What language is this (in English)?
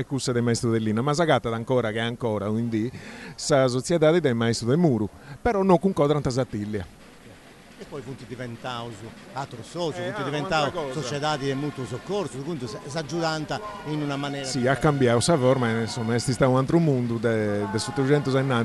Sardinian